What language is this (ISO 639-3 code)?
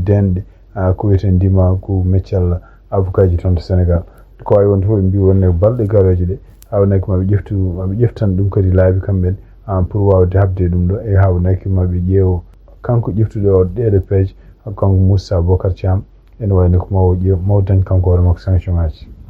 ful